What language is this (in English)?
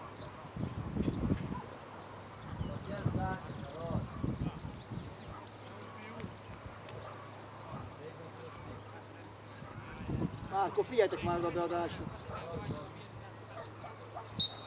Hungarian